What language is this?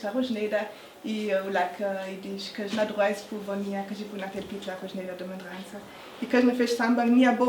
Ladin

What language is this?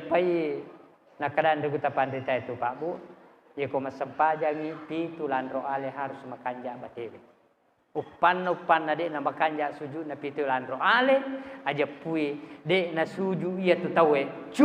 Buginese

